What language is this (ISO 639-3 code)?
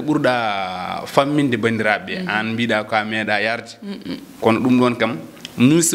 ful